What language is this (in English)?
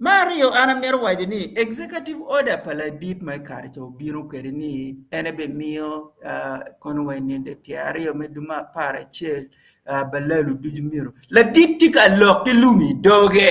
Acoli